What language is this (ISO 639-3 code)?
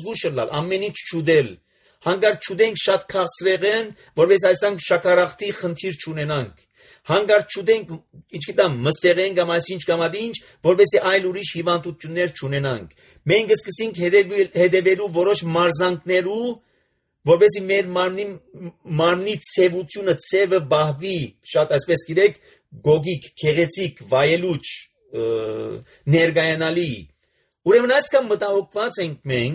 hye